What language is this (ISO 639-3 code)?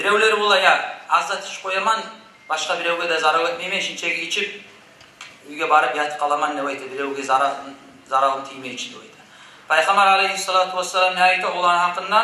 kum